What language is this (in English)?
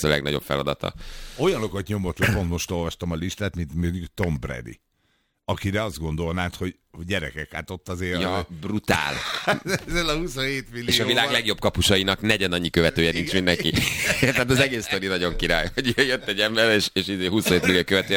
Hungarian